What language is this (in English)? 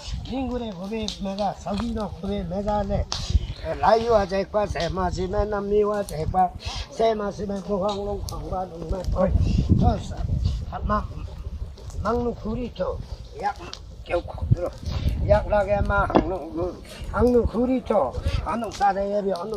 Limbu